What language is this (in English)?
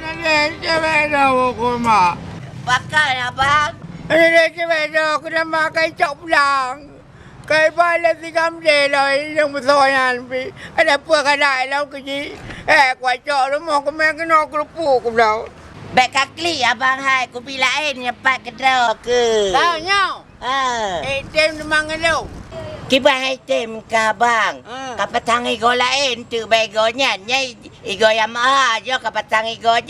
Achinese